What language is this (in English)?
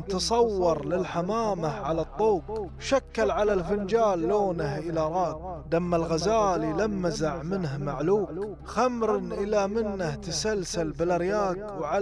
Gulf Arabic